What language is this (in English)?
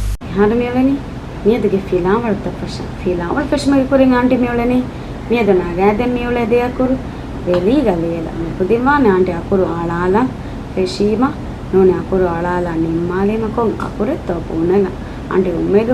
Divehi